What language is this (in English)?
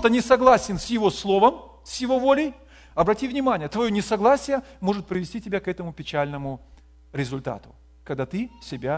Russian